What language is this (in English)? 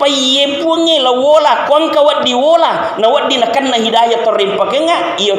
Buginese